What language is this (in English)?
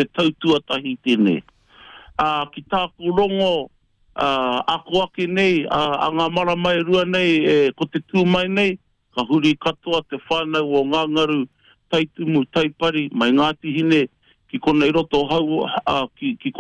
Māori